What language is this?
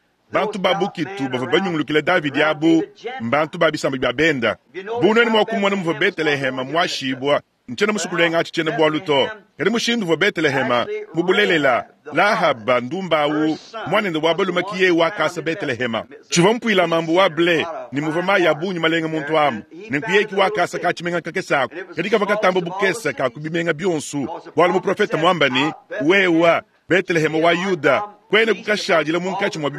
Luba-Lulua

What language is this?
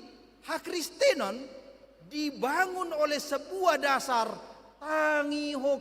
Batak Toba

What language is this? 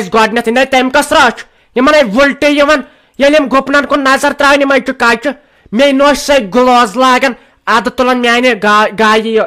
Kashmiri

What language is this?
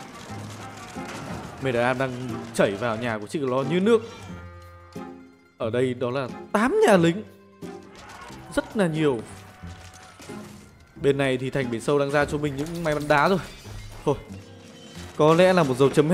Vietnamese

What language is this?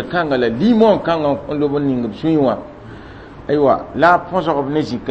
Mossi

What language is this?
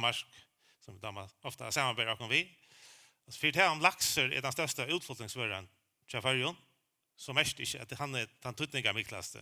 Faroese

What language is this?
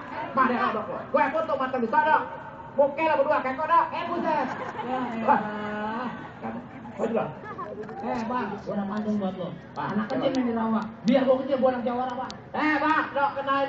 Betawi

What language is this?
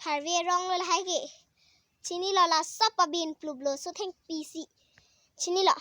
Karbi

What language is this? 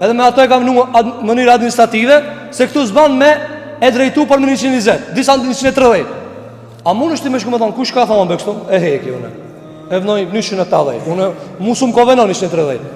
Albanian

